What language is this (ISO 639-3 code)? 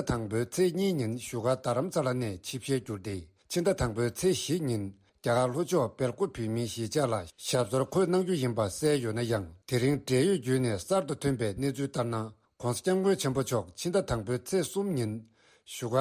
bod